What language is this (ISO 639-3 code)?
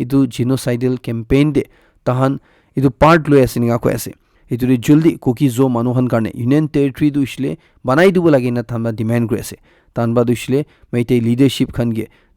nag